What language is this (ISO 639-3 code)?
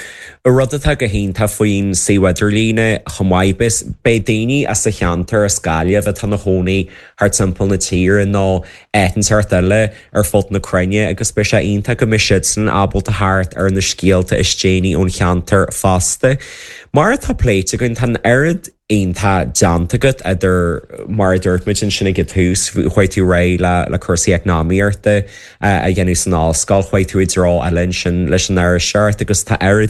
gle